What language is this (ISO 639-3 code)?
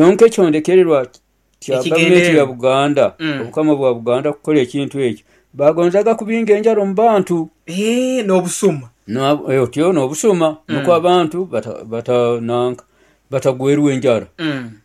nyo